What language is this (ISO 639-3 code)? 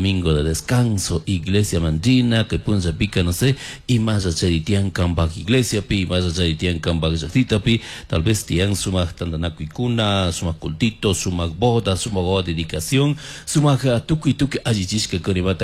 qug